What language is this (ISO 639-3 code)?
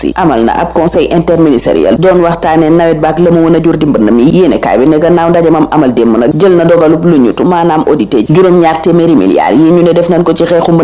wol